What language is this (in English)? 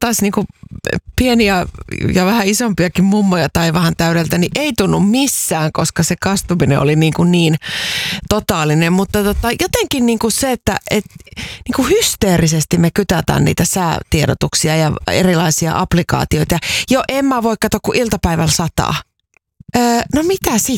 Finnish